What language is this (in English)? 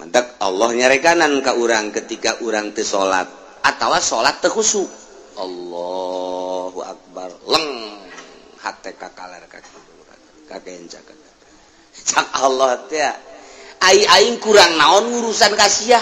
Sundanese